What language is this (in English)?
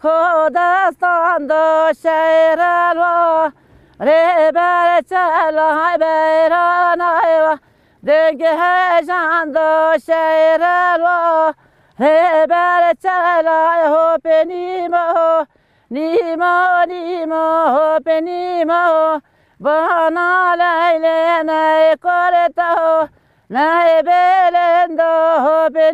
Kurdish